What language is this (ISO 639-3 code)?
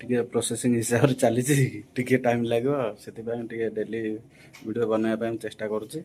ori